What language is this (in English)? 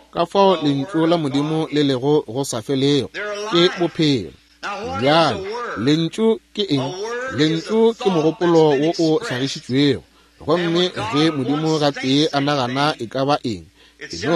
Northern Sotho